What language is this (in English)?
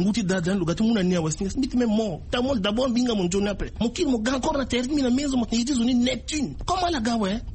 Sango